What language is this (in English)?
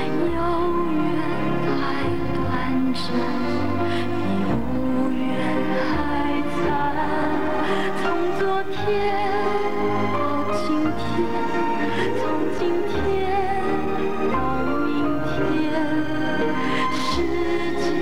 Chinese